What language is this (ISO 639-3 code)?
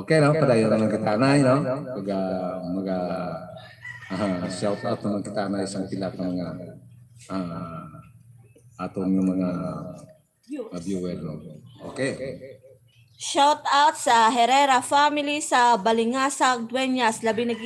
hil